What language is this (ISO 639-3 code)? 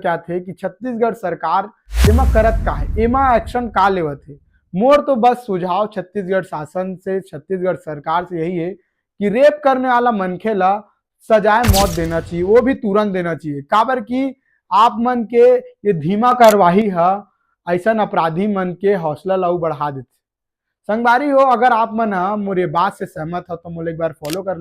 hne